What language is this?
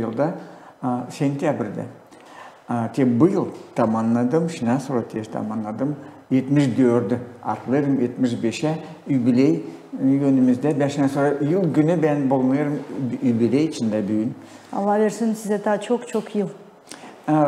Gagauz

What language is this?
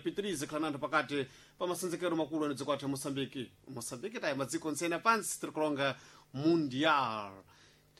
Sena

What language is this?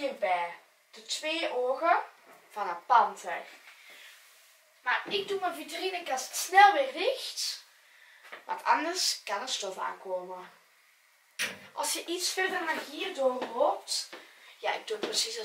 Dutch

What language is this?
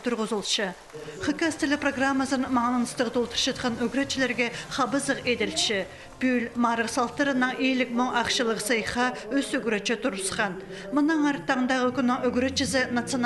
Khakas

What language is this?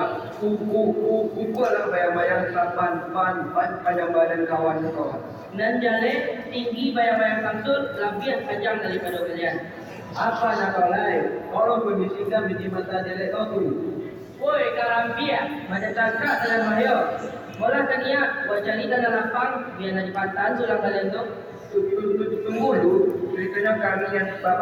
Minangkabau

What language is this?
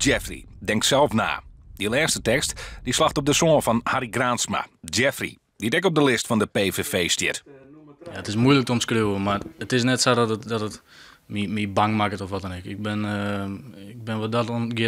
Western Frisian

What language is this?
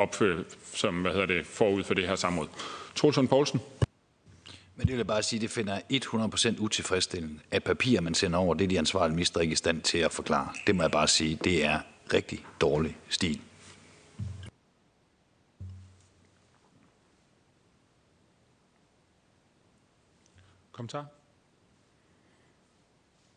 Danish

